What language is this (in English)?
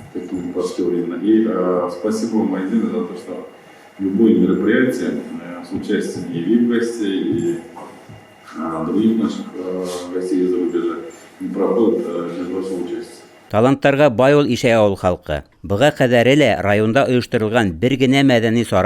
Bashkir